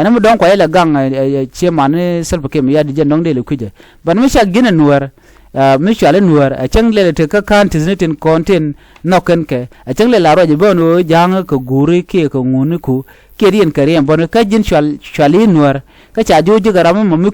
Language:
Nuer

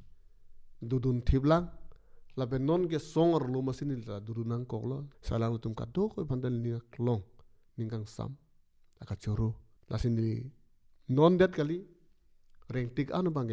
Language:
Karbi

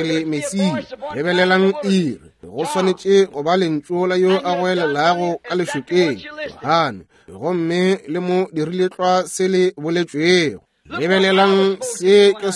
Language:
Northern Sotho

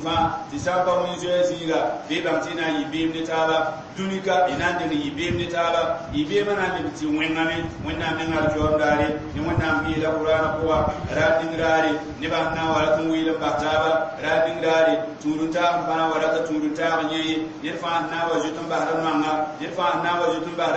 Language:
Mossi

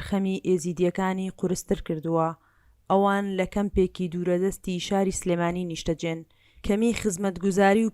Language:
Central Kurdish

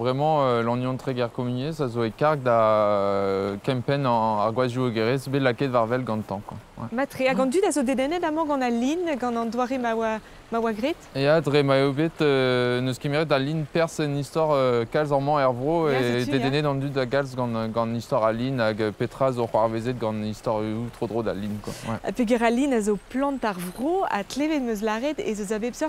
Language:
Breton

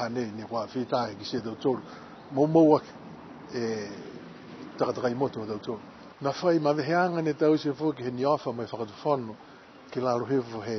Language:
Niuean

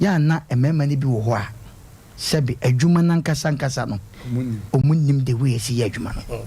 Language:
Akan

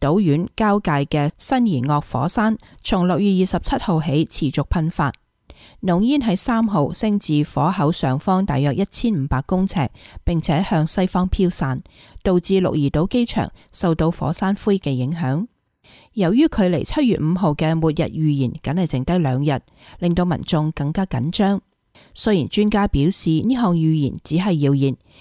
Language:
Cantonese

